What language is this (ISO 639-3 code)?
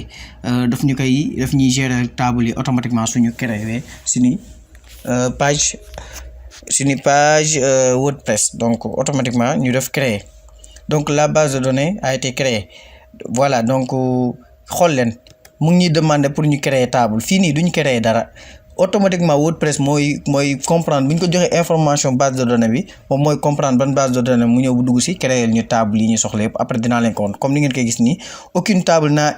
wol